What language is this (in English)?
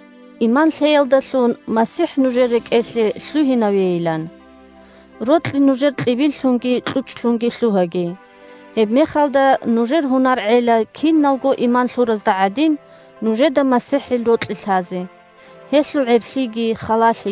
Avaric